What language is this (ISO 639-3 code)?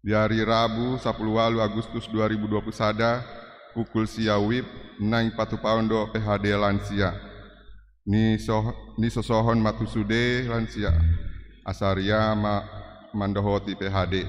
bbc